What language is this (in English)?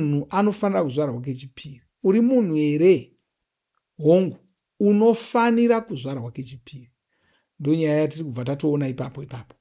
Shona